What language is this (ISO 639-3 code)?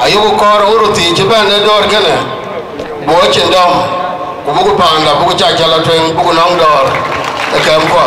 din